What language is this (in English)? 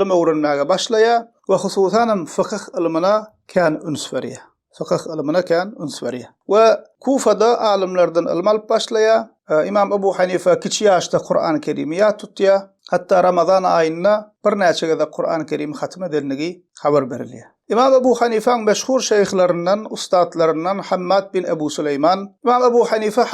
Turkmen